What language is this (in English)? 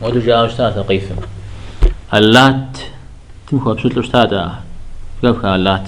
Kabardian